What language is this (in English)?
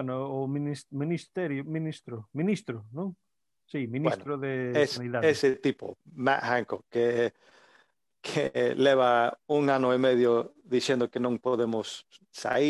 Galician